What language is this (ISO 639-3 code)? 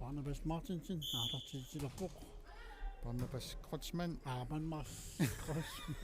kal